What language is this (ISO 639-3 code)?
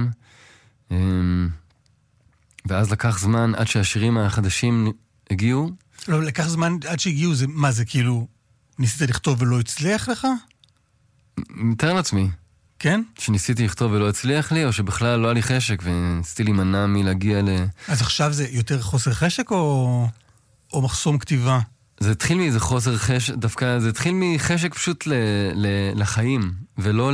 heb